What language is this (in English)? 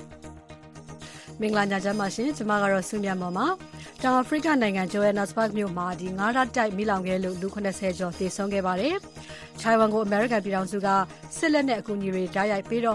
Burmese